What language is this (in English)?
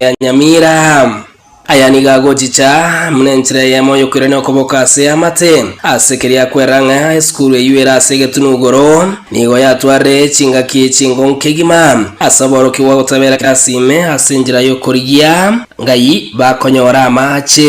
Gusii